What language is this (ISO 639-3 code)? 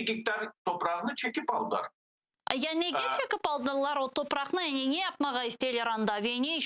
crh